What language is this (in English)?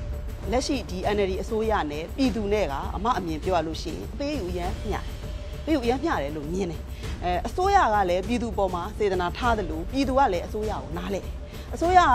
Burmese